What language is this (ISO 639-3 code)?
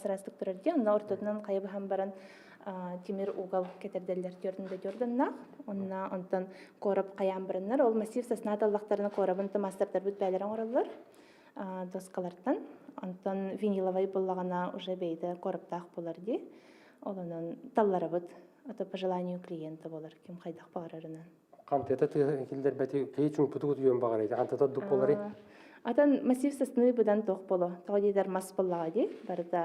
sah